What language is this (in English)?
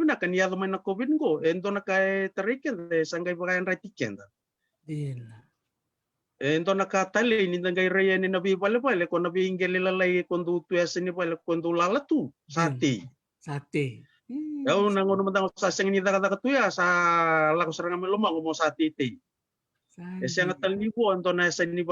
Fijian